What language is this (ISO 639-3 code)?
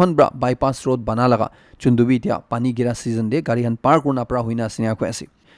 nag